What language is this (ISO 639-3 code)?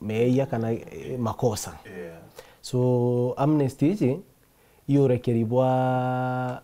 mer